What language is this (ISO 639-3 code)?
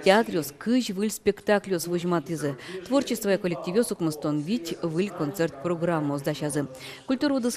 udm